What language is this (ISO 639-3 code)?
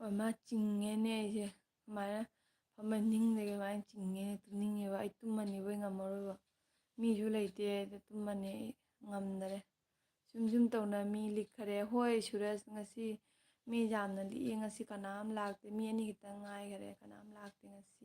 mni